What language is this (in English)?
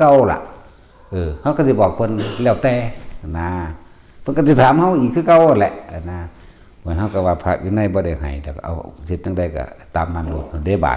Northeastern Thai